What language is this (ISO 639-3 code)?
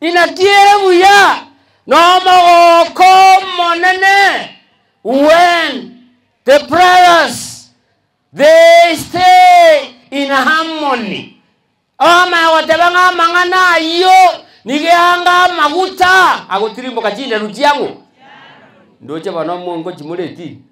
guz